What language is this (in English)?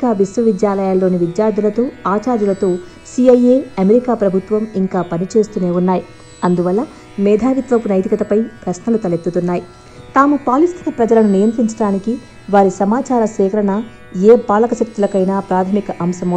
Telugu